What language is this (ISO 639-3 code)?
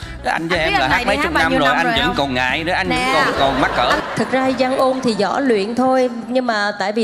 vie